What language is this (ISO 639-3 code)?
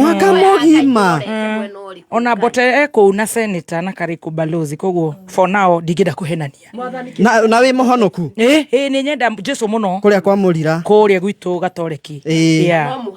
kik